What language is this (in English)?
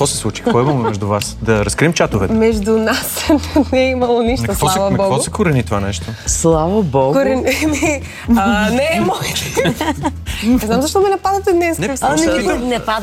Bulgarian